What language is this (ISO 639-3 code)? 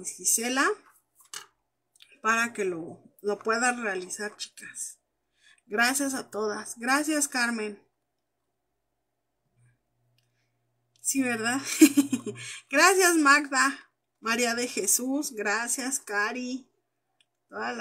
spa